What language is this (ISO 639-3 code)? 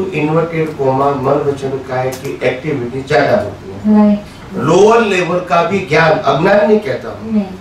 guj